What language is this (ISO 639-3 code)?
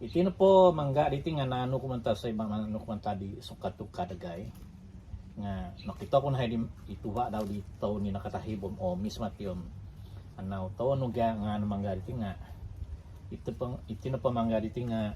dtp